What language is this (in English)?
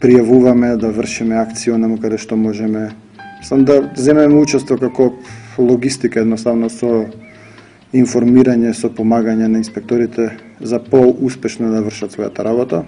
Macedonian